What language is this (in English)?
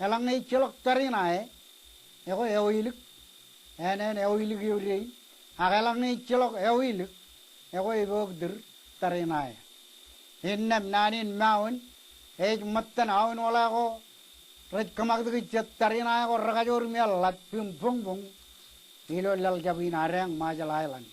Marshallese